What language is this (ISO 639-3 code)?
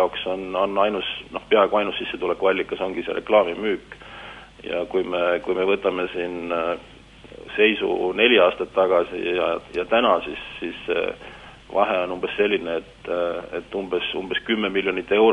est